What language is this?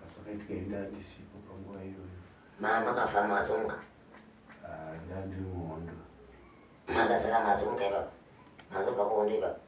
Shona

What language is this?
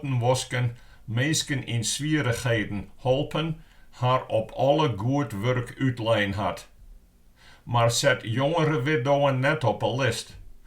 Western Frisian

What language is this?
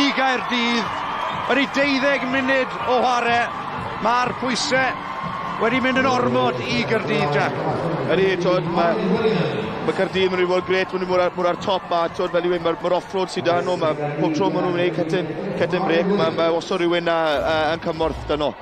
Welsh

